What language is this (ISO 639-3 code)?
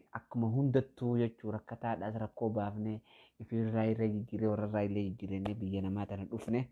orm